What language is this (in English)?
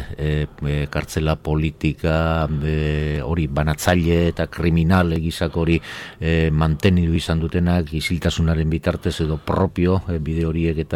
Basque